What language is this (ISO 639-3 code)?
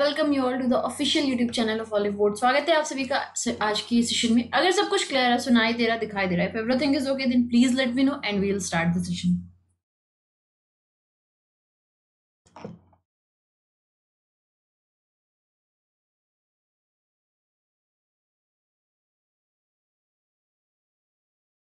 hin